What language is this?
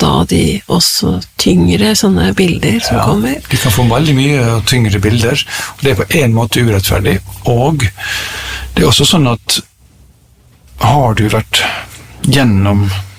Norwegian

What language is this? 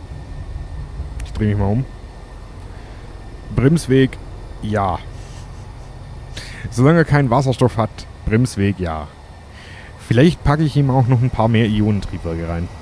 German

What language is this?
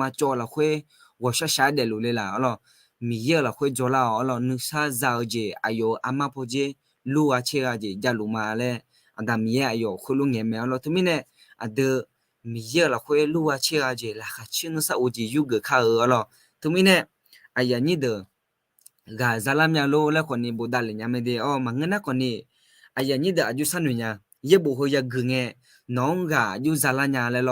Akha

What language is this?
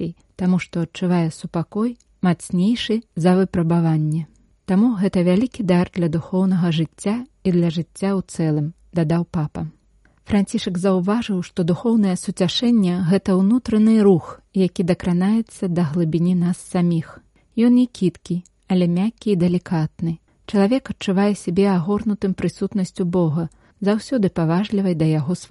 Belarusian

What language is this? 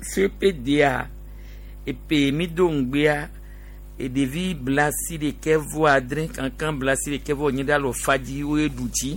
Gen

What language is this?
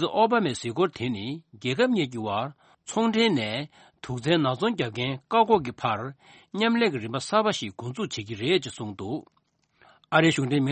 Tibetan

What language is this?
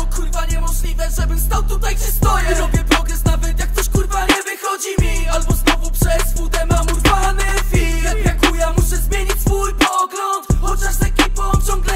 Polish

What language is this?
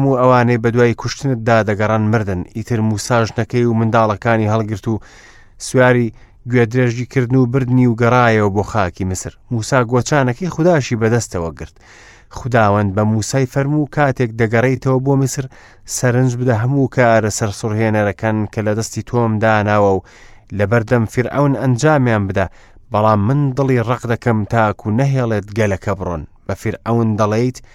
Central Kurdish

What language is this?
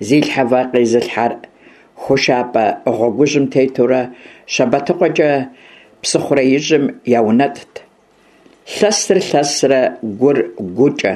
Kabardian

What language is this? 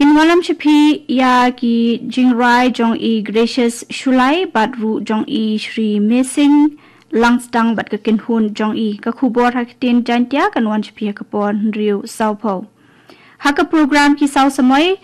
Khasi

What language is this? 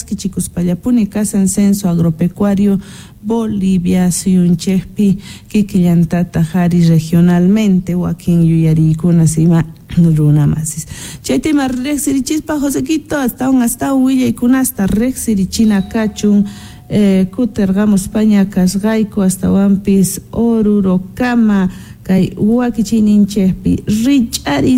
Quechua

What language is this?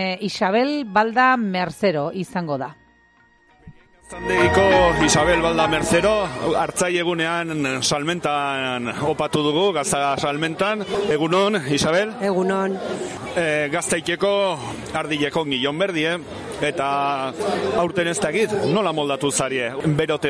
Basque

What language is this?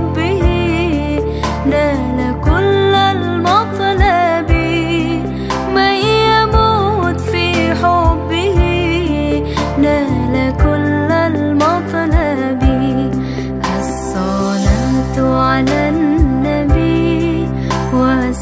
Arabic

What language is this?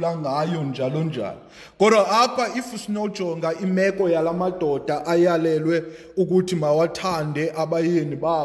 Xhosa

